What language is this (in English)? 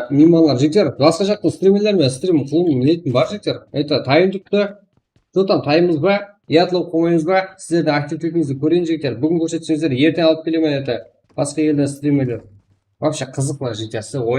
Kara-Kalpak